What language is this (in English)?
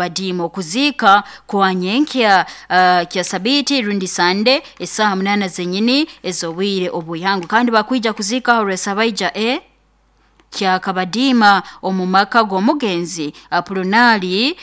Nyoro